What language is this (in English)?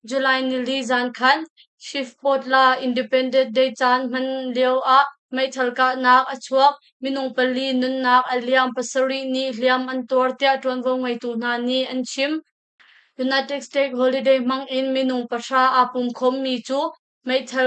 Hakha Chin